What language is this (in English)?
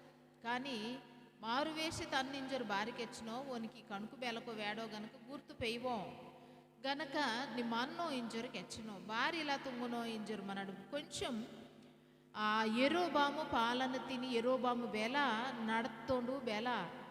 Koya